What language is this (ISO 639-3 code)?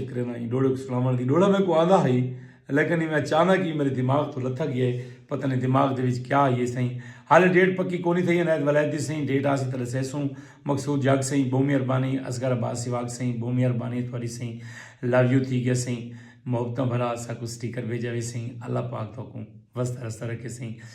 skr